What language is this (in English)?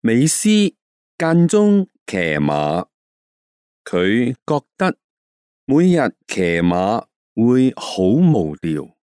Cantonese